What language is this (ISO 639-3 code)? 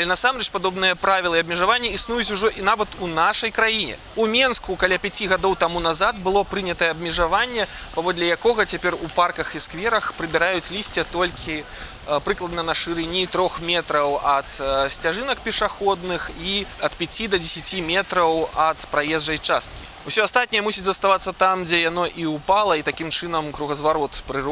bel